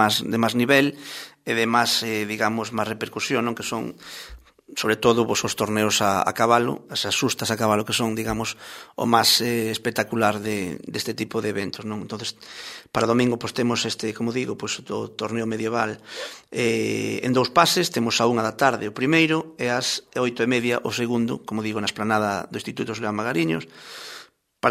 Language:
Galician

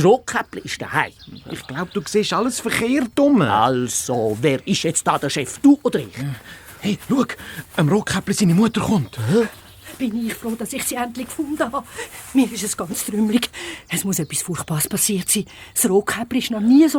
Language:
Swiss German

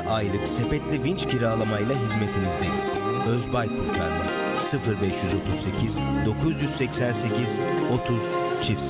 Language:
Turkish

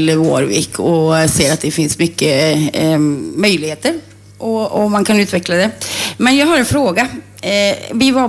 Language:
Swedish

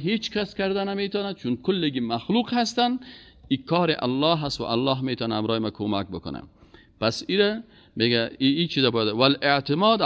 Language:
Persian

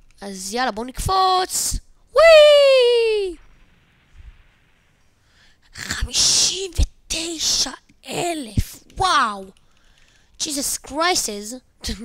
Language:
Hebrew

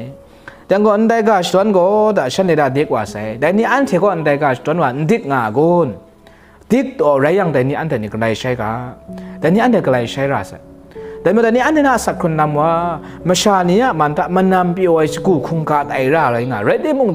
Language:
Kachin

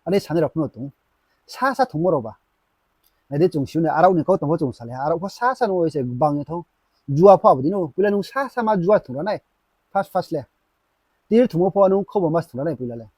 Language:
Riang (India)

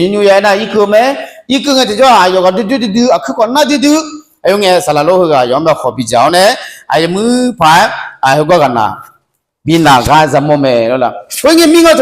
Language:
Akha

